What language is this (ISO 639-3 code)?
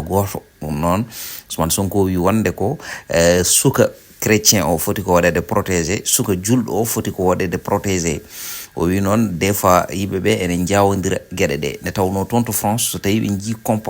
ful